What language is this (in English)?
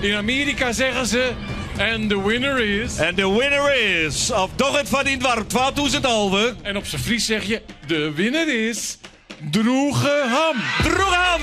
Western Frisian